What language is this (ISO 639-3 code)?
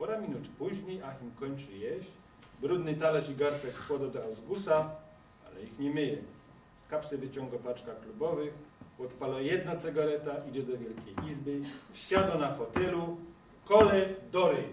szl